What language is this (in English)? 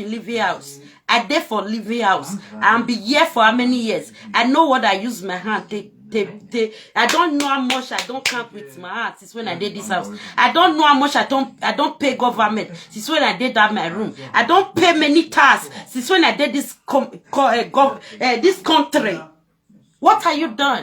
Nigerian Pidgin